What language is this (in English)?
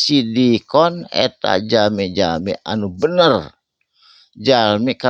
Sundanese